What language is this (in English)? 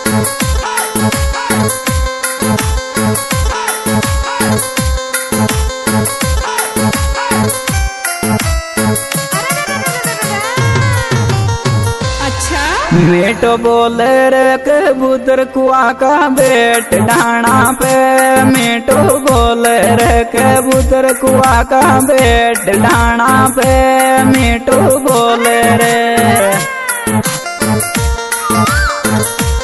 Bhojpuri